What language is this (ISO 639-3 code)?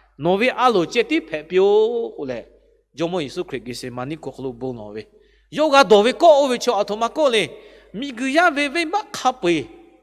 lhu